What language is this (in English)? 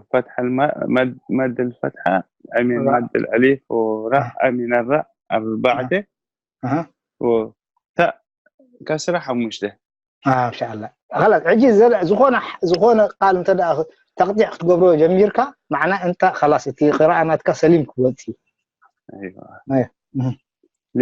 Tigrinya